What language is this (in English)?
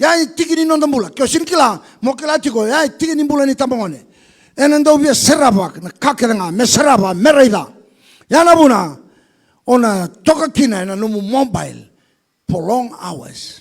Fijian